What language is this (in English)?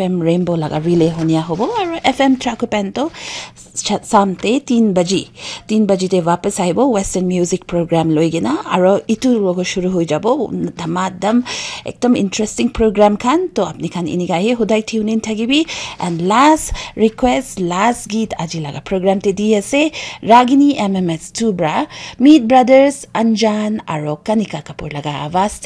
Naga Pidgin